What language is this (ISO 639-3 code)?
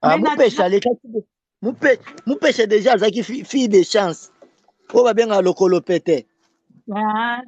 lin